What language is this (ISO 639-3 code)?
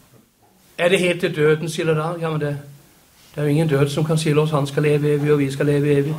nor